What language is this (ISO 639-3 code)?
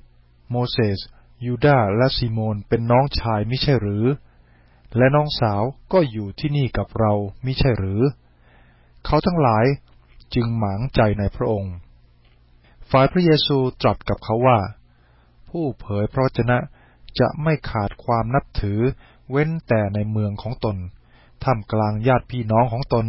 tha